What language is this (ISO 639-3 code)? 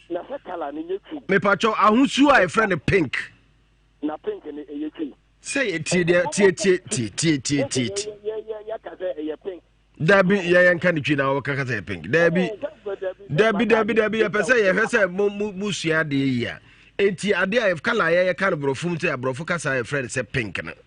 aka